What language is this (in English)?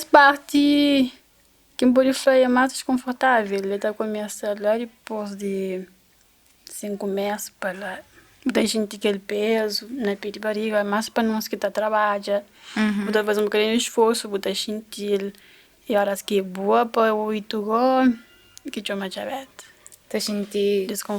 Kabuverdianu